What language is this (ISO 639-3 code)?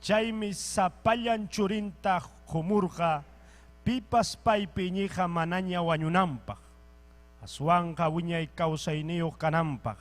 quy